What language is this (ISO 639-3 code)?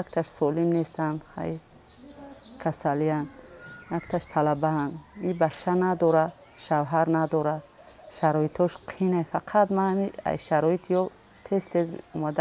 tgk